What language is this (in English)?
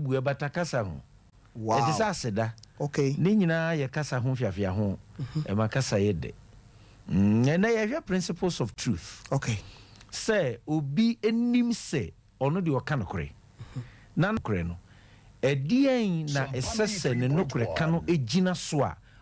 Akan